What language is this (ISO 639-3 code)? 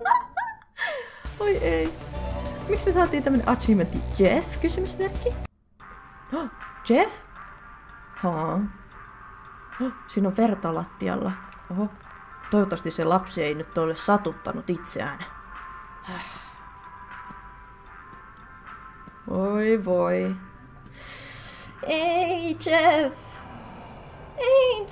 fin